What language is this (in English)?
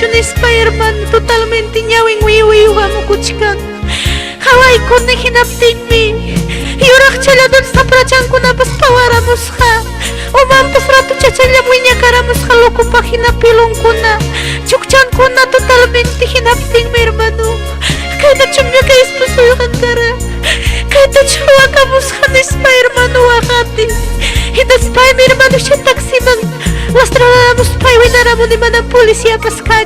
Ayacucho Quechua